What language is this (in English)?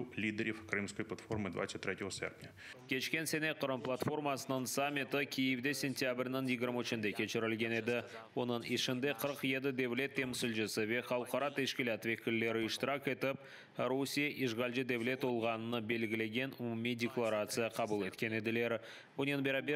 Crimean Tatar